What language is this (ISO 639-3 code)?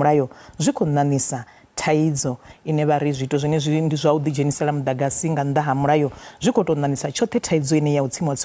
ven